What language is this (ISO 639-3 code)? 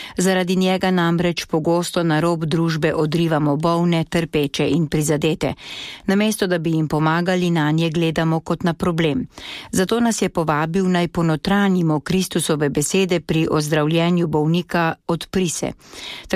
slv